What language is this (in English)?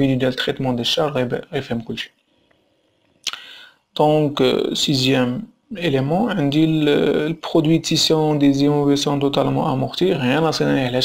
Moroccan Arabic